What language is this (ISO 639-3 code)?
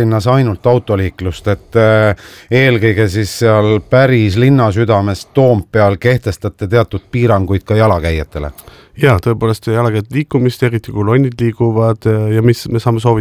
est